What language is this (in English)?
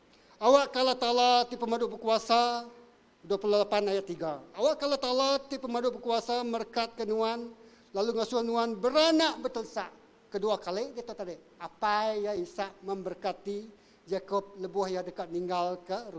Iban